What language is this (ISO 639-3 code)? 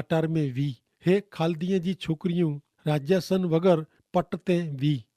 kfr